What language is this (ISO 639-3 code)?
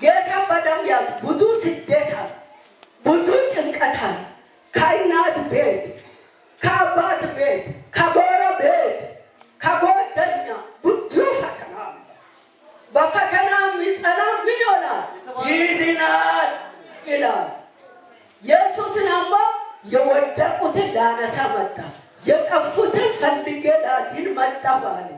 amh